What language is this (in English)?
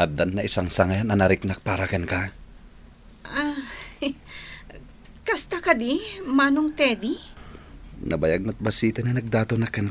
Iloko